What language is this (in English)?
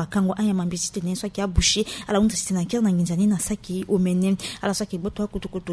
Sango